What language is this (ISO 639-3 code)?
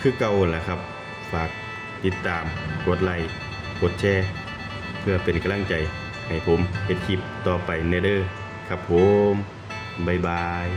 tts